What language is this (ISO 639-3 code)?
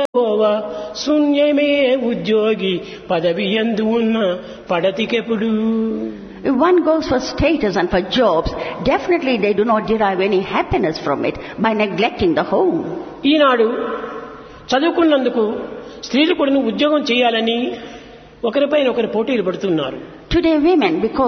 tel